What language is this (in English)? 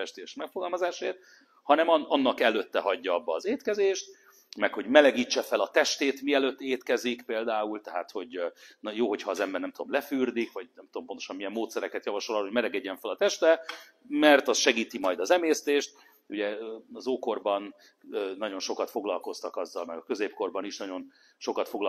Hungarian